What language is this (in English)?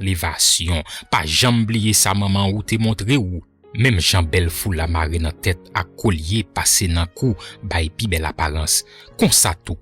Haitian Creole